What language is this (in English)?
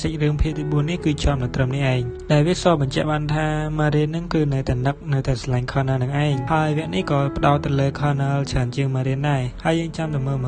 Khmer